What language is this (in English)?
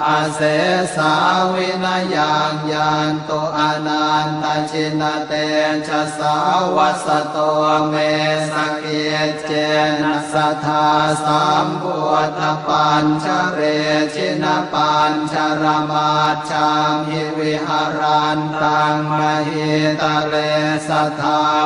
Pali